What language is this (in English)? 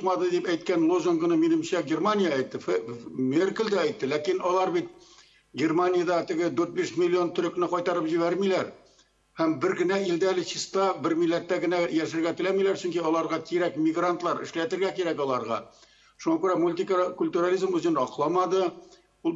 Tatar